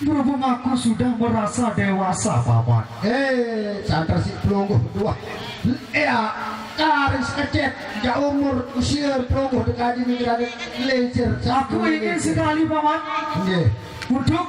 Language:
Sasak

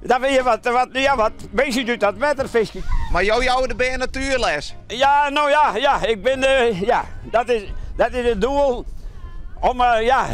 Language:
Western Frisian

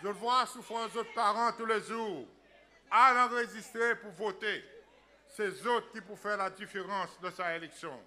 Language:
Seselwa Creole French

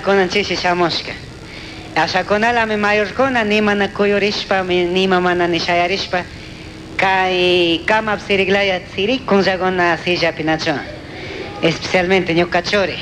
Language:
Chimborazo Highland Quichua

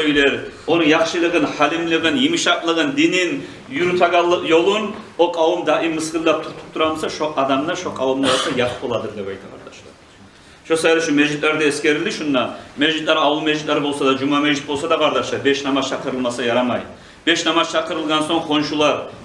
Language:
Kumyk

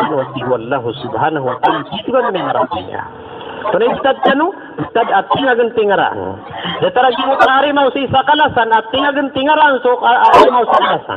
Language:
Maranao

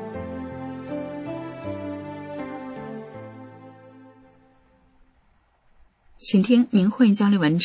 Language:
Chinese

